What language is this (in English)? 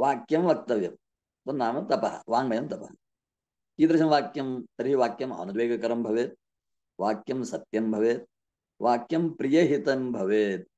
Sanskrit